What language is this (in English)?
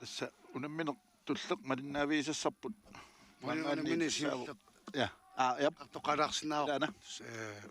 Kalaallisut